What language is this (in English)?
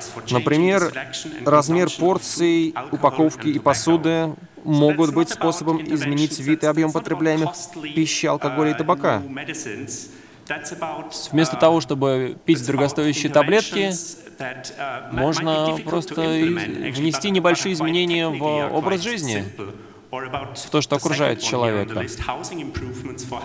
Russian